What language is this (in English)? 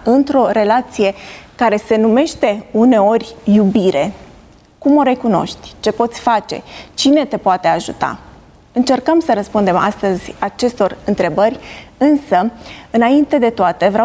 Romanian